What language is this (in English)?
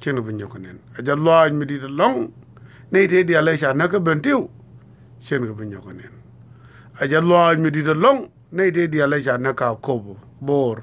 Nuer